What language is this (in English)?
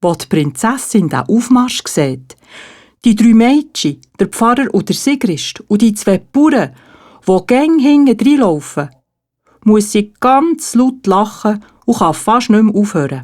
Swiss German